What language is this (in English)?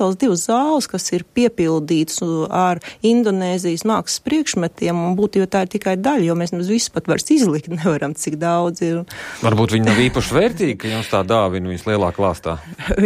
Latvian